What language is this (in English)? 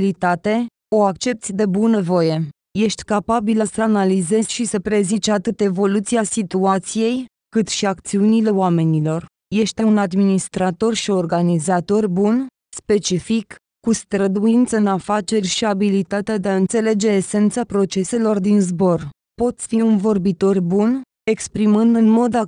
Romanian